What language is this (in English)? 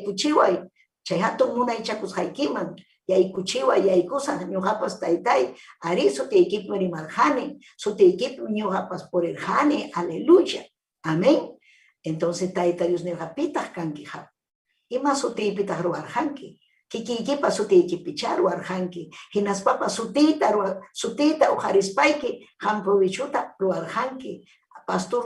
Ayacucho Quechua